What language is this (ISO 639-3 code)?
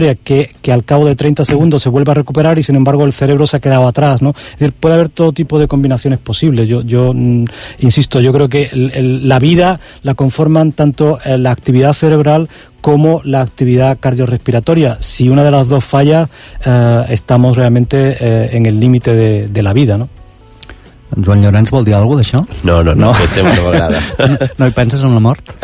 cat